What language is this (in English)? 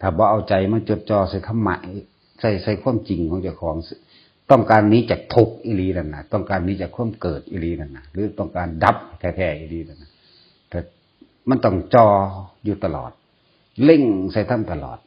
Northeastern Thai